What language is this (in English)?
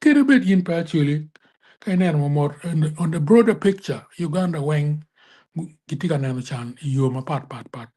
Acoli